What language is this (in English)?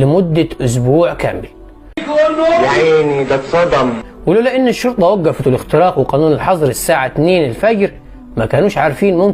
Egyptian Arabic